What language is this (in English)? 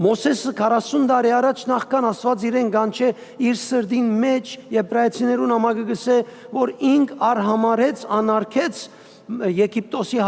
Western Armenian